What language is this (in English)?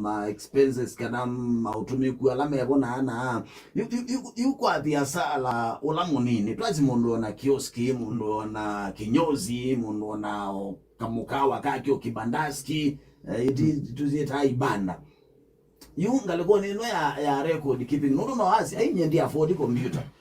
Kamba